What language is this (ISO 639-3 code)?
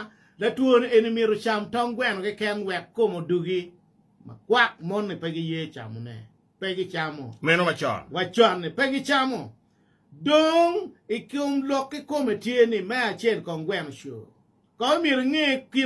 ach